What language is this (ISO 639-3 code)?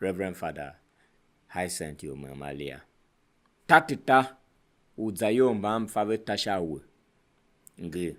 tiv